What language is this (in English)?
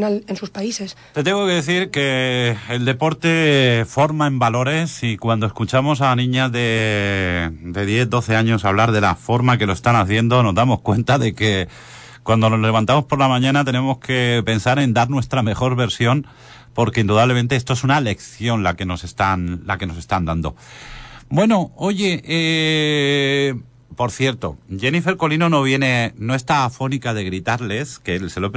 Spanish